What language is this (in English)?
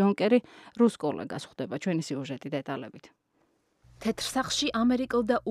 Georgian